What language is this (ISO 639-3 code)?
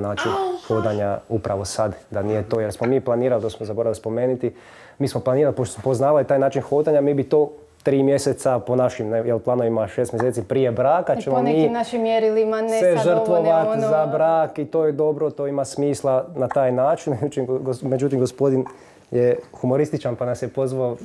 hrv